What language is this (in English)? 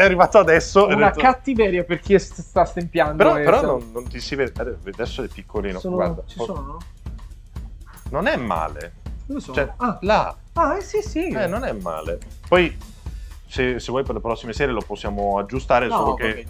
Italian